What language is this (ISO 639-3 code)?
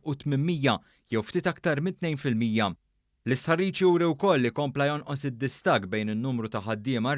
mlt